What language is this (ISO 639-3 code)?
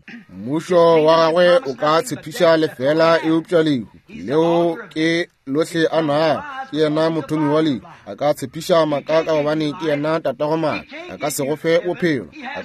nso